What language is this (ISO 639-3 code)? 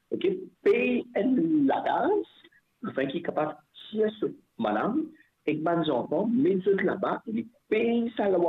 mfe